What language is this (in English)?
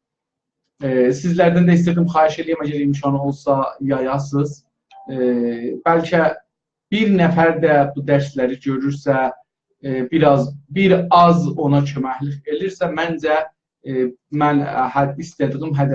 South Azerbaijani